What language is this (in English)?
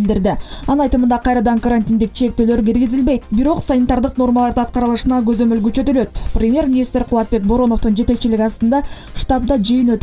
Kyrgyz